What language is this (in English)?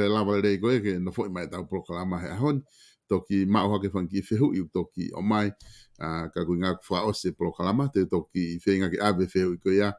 Tongan